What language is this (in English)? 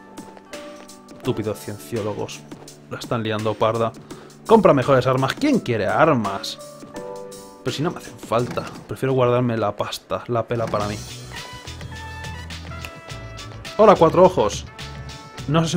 Spanish